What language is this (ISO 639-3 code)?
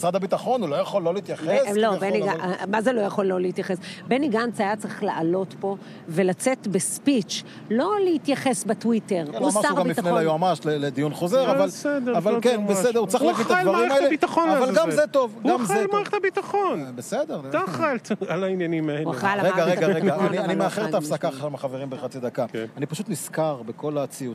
heb